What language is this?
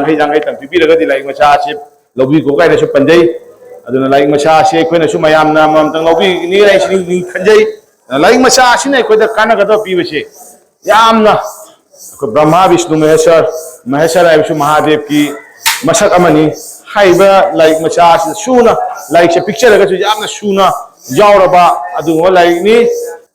Manipuri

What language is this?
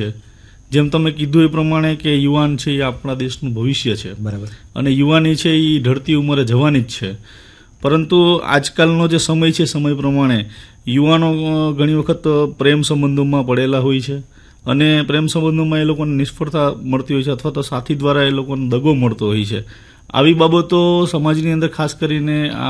Gujarati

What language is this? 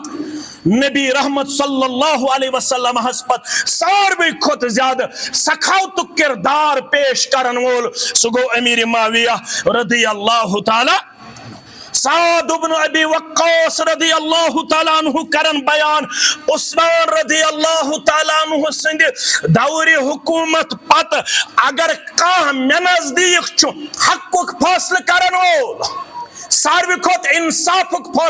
Kashmiri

